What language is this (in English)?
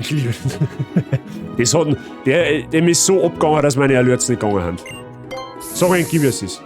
Bavarian